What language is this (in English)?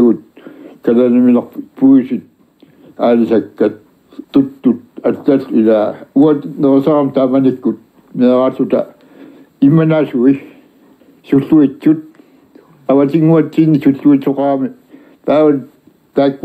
Kalaallisut